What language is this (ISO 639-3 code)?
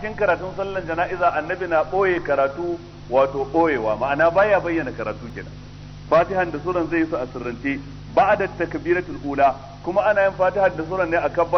hau